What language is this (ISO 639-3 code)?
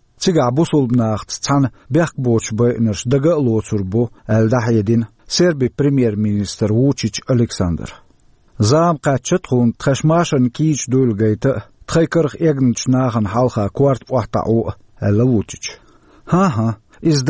che